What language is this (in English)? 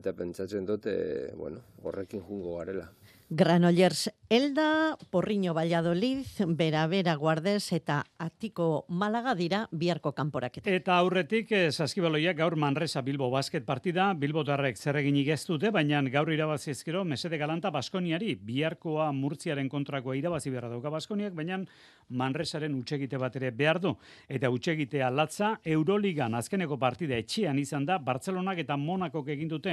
Basque